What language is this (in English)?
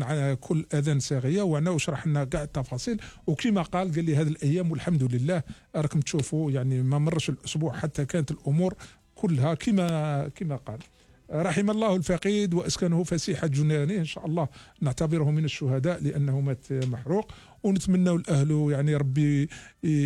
Algerian Arabic